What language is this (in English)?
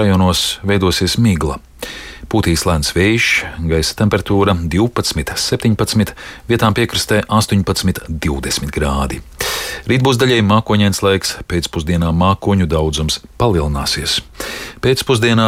Latvian